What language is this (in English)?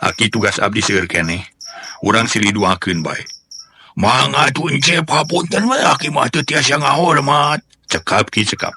Sundanese